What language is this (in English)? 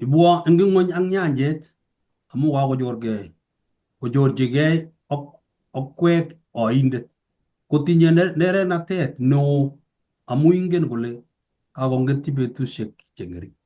Kalenjin